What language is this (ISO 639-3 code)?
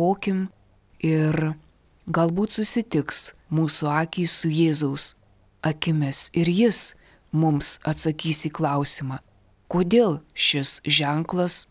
lit